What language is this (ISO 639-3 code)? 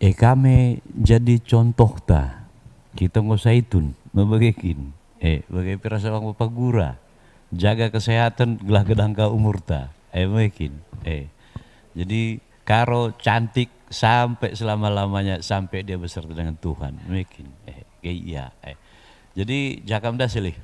btx